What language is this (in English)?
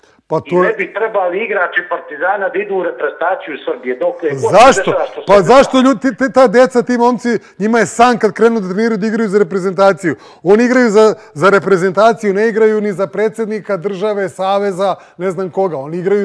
Serbian